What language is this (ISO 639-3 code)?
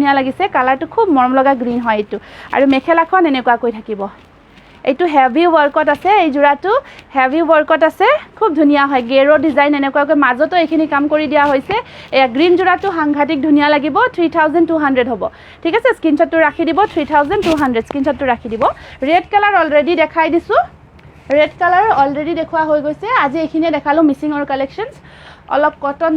asm